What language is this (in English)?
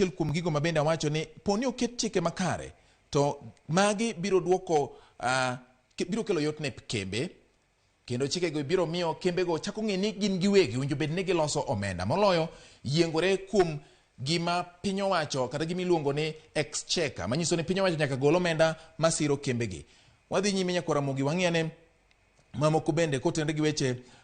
Luo (Kenya and Tanzania)